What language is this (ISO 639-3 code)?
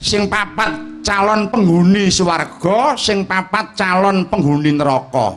jav